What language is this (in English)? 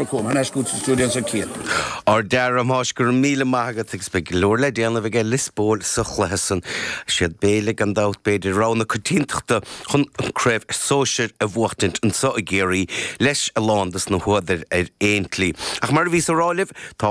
Irish